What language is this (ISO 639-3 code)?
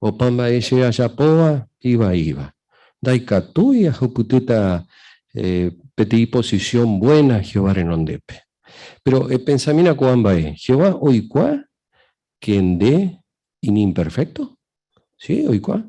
grn